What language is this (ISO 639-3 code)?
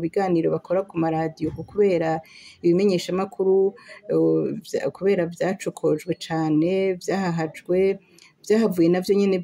run